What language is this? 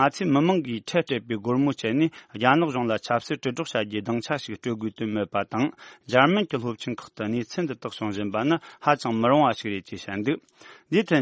Tibetan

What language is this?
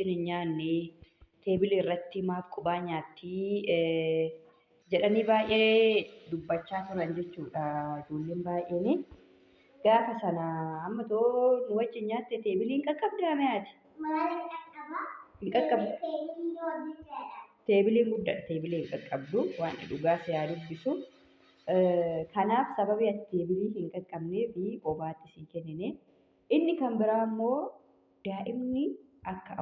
Oromo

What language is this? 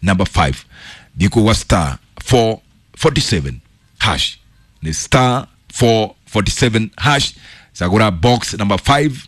Kikuyu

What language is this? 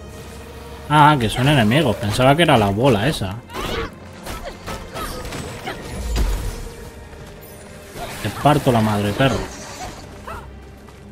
Spanish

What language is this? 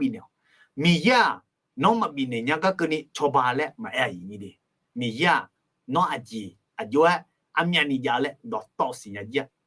Akha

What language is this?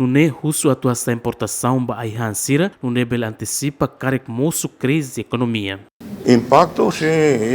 Tetum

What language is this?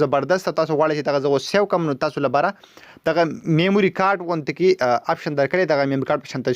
Pashto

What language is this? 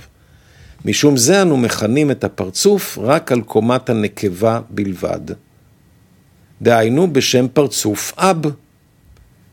Hebrew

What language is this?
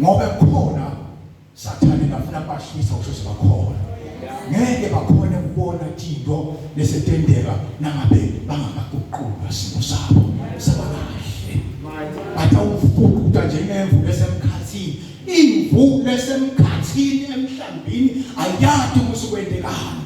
Zulu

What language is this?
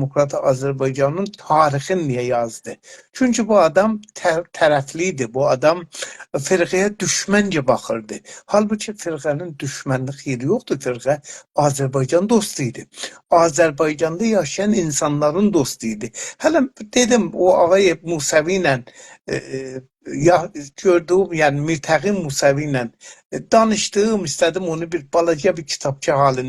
South Azerbaijani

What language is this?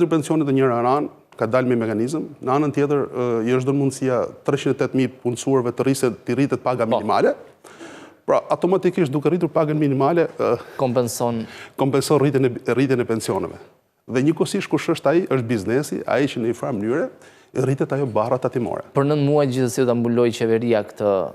Albanian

